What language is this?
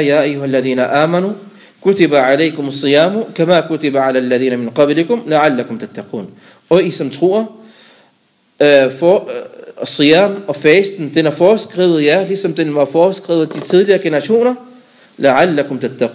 Danish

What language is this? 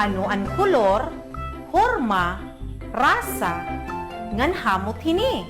Waray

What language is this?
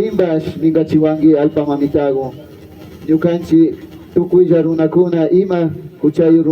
Imbabura Highland Quichua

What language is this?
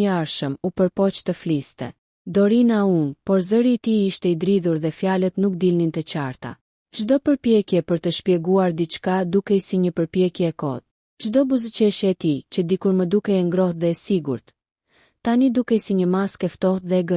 Albanian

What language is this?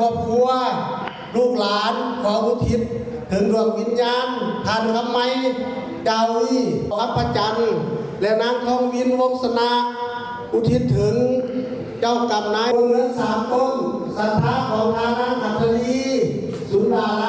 Lao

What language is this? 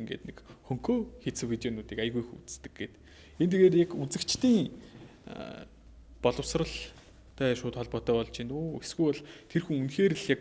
Mongolian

